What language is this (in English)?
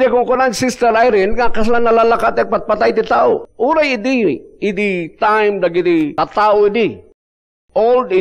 Iloko